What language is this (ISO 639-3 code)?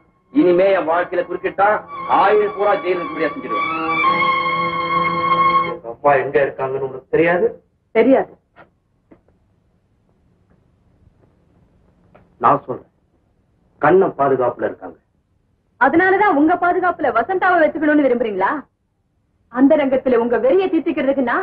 tam